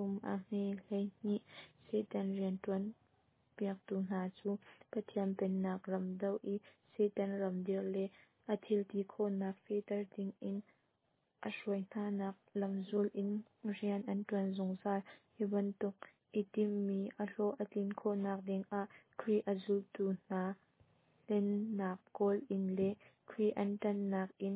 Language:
Hakha Chin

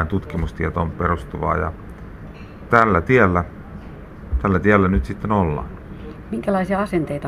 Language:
Finnish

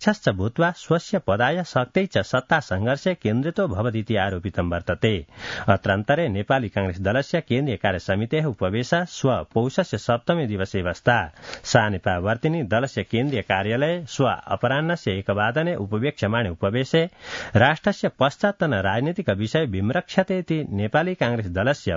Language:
Sanskrit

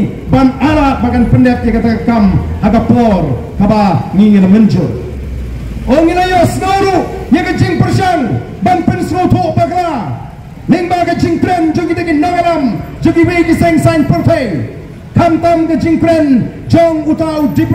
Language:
Khasi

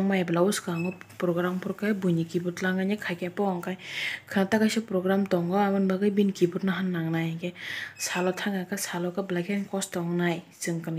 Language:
Kok Borok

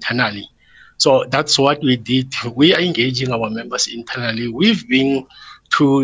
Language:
English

